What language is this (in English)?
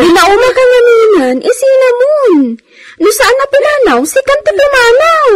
Iloko